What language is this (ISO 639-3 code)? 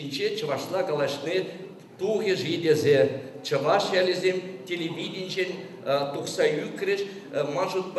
chv